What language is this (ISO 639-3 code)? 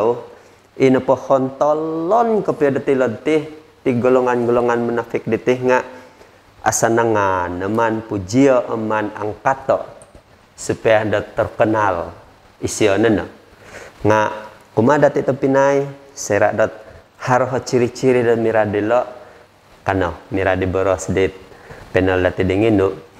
dtp